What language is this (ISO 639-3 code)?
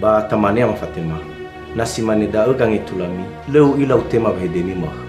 nia